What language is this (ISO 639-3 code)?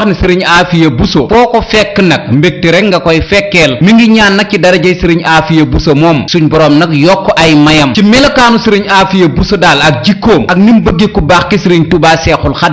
wol